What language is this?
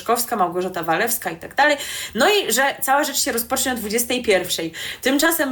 Polish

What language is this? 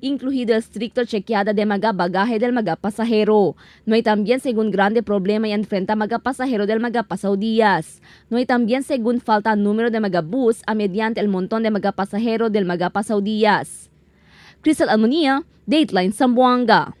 Chavacano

